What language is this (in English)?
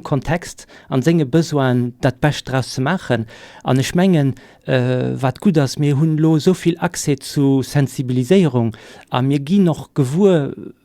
Luxembourgish